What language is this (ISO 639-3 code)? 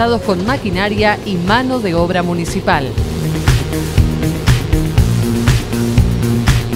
spa